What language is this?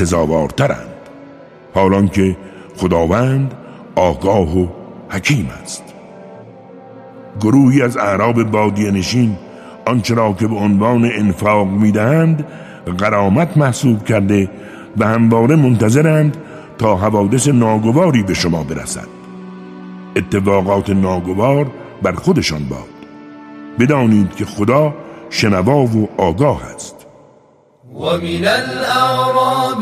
Persian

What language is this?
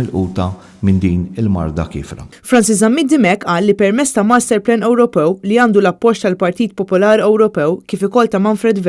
Maltese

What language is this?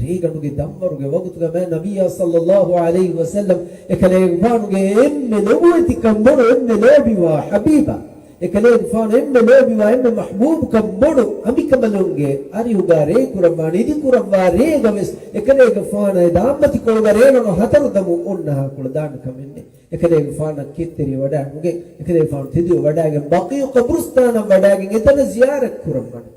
Divehi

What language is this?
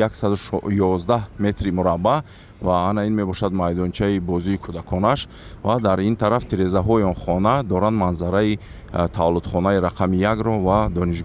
Tajik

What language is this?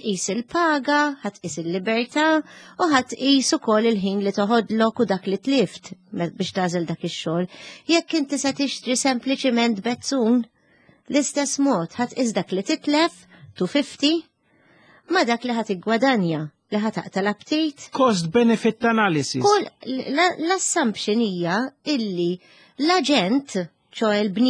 Maltese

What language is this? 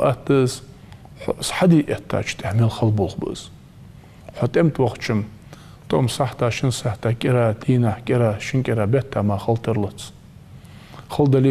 Ingush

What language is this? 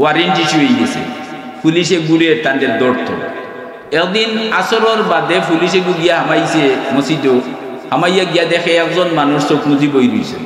Sylheti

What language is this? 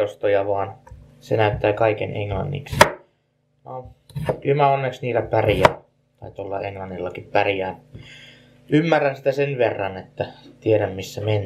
Finnish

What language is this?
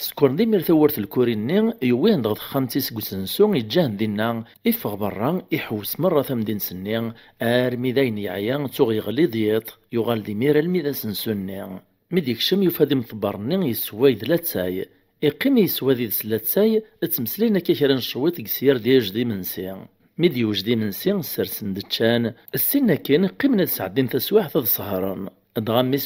Kabyle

